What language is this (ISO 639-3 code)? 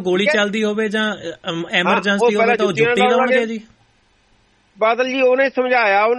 pan